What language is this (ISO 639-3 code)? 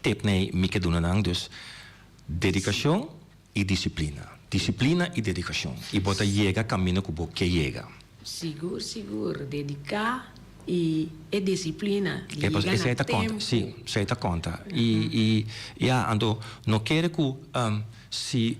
pap